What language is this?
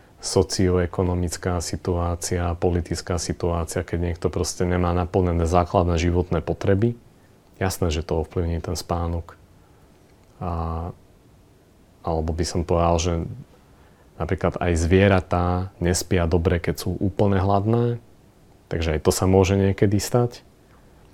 Slovak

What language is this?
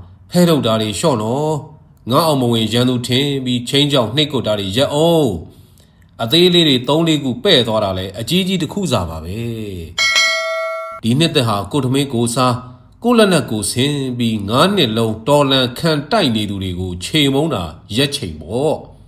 Burmese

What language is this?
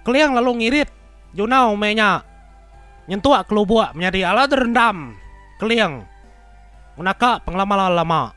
Iban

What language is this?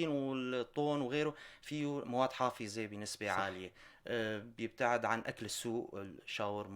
North Levantine Arabic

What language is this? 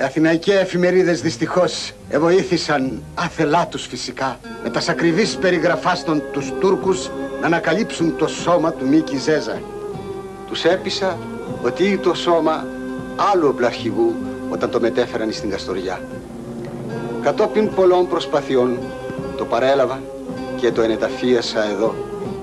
Greek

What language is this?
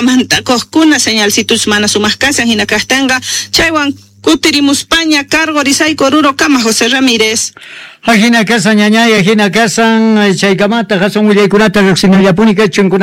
Quechua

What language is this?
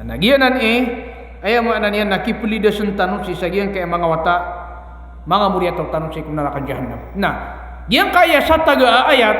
Maranao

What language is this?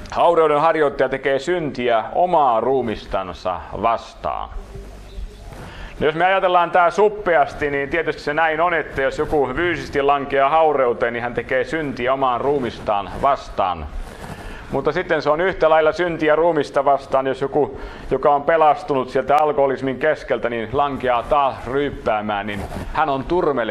Finnish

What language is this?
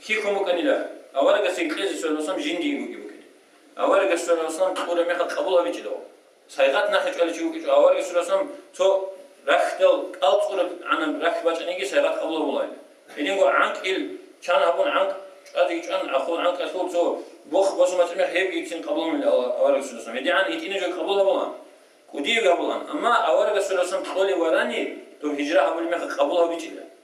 Avaric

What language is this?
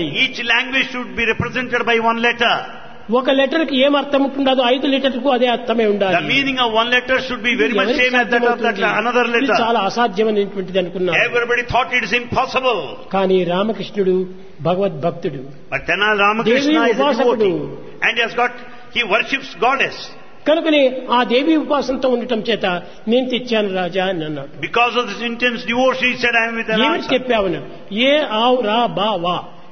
Telugu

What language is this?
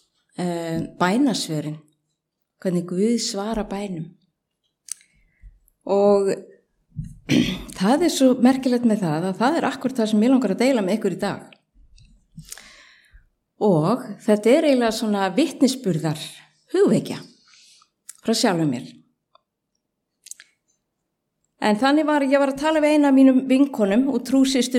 Icelandic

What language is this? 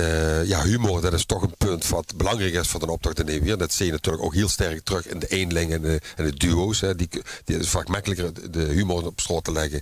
Limburgish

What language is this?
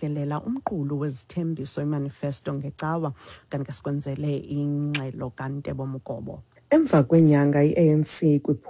Xhosa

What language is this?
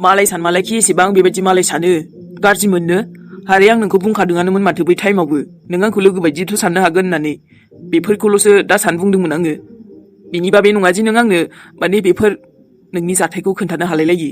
Bodo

